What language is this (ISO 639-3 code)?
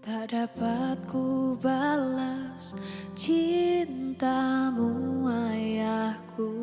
nia